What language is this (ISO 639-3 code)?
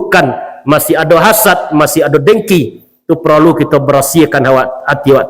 min